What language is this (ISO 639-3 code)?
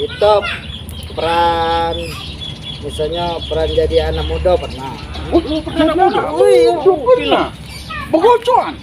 mui